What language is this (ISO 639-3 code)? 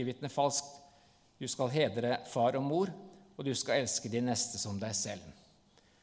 nor